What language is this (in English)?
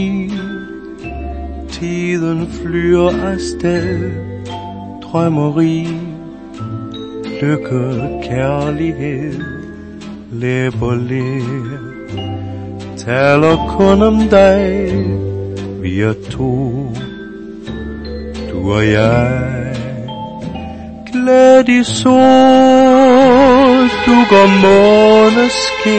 Danish